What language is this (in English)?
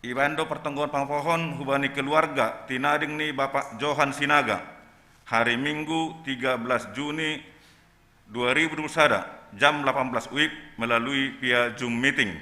Batak Simalungun